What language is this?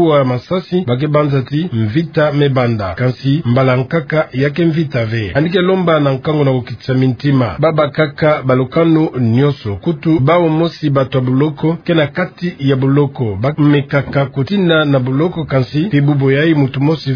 Kituba (Democratic Republic of Congo)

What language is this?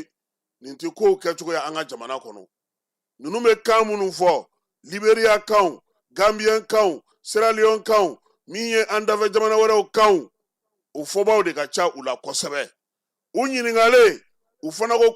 Bambara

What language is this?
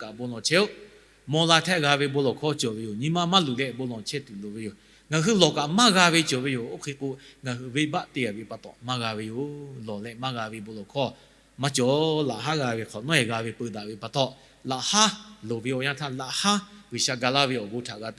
Lahu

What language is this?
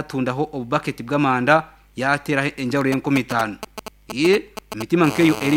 Nyankole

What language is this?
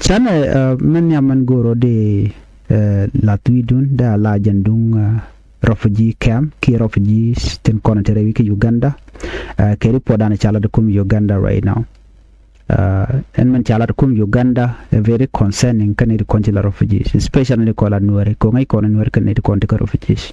Nuer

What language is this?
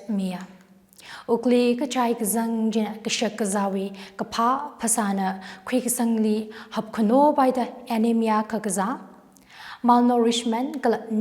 Tangkhul Naga (India)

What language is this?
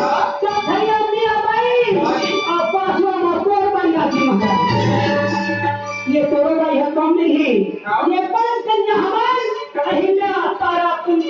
Chhattisgarhi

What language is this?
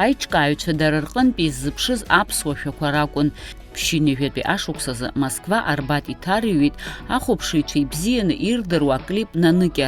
Abkhazian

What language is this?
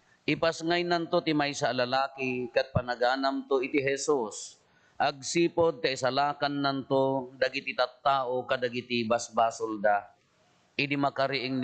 Iloko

